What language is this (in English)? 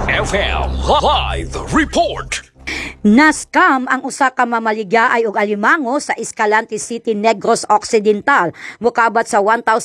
Cebuano